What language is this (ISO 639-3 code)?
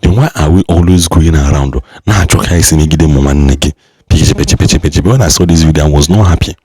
ibo